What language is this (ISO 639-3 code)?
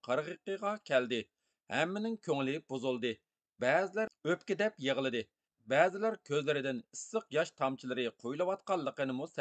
uig